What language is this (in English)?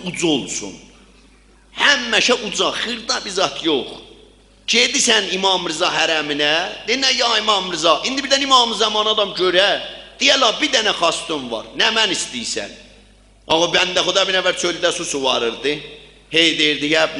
South Azerbaijani